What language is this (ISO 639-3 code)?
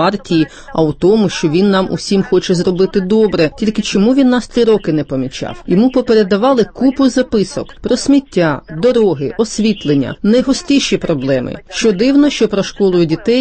ukr